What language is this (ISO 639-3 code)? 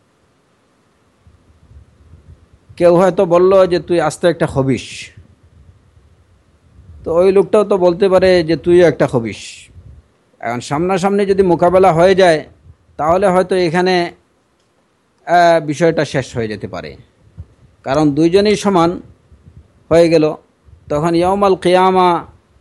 ben